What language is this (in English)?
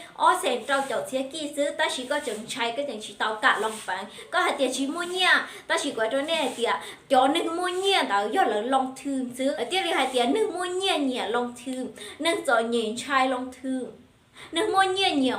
Hmong